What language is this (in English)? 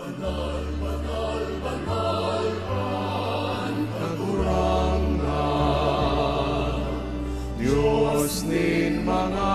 Bikol